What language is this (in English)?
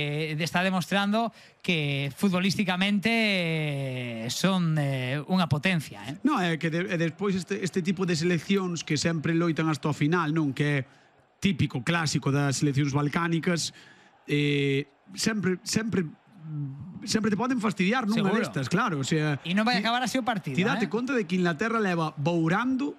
Galician